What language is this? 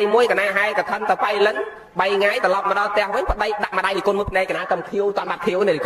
Khmer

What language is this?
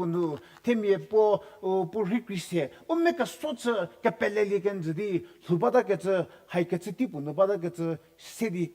Angami Naga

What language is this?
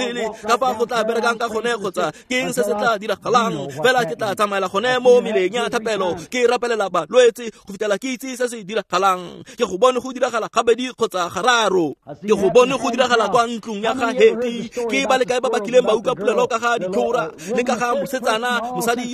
Tswana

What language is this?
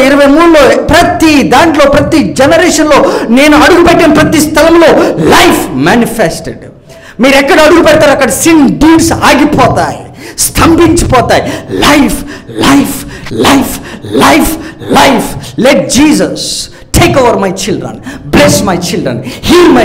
Telugu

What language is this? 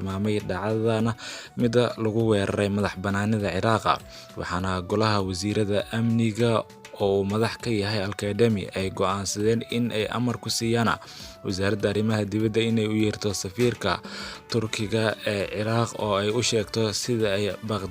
Somali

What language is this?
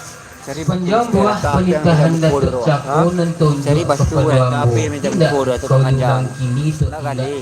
Minangkabau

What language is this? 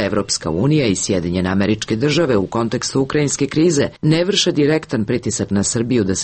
Serbian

